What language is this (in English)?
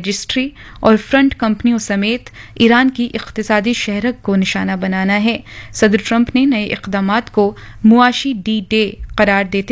Urdu